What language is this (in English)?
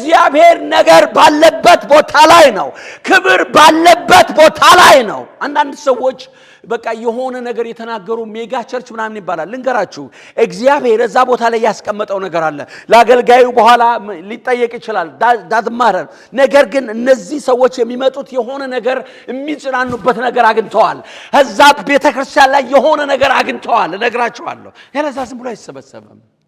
Amharic